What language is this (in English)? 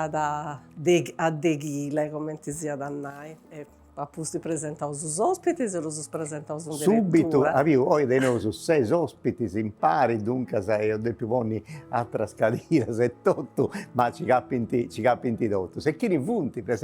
Sardinian